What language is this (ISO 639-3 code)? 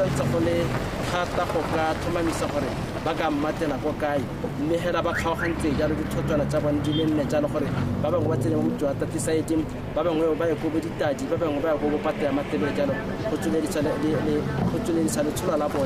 tsn